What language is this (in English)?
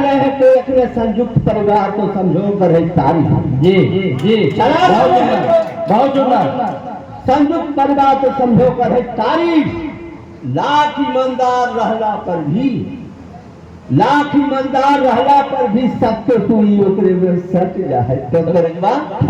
Magahi